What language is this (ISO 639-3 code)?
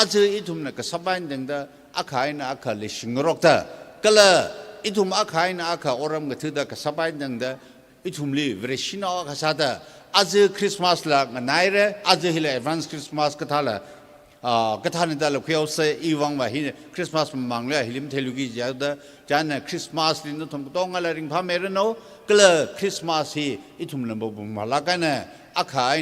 nmf